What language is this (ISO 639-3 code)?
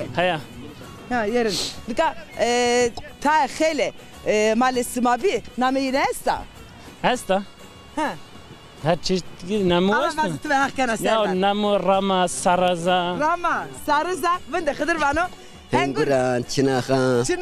zza